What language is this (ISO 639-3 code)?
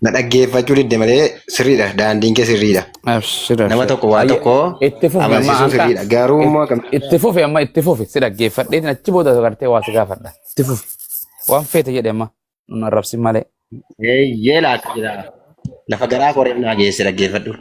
orm